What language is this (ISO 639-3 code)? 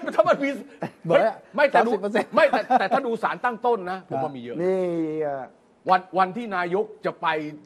tha